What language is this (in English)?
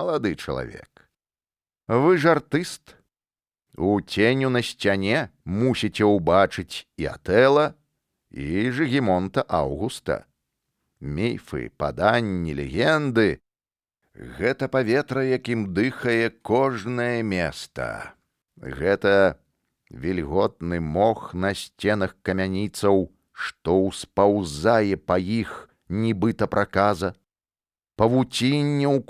Belarusian